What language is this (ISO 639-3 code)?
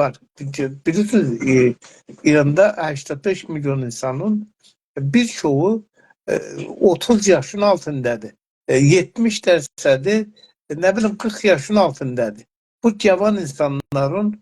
azb